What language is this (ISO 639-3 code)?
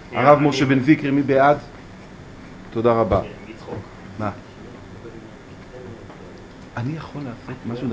heb